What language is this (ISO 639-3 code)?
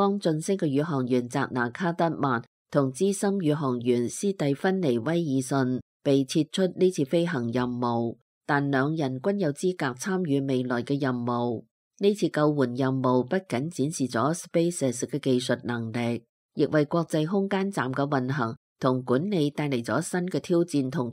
yue